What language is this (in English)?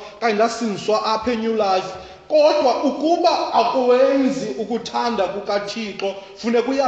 Xhosa